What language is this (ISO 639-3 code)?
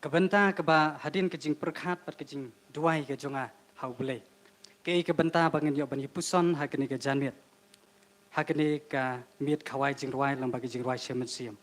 kha